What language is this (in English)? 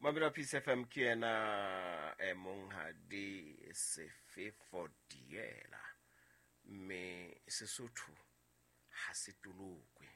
Southern Sotho